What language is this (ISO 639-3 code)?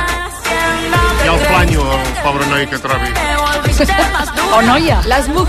cat